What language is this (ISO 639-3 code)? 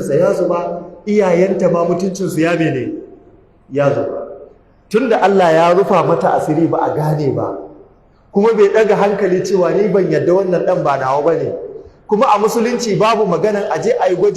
hau